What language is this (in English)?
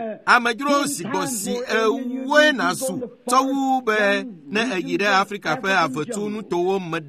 Ewe